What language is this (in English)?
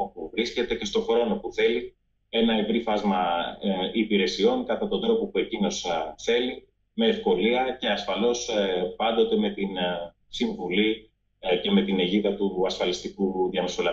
Greek